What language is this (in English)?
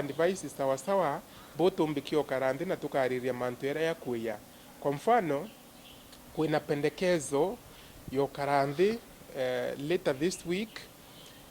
Meru